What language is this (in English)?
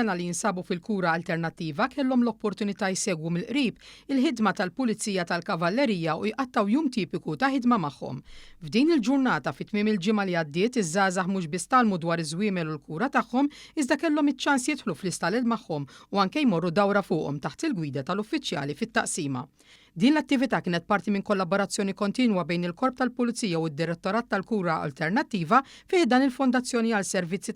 Maltese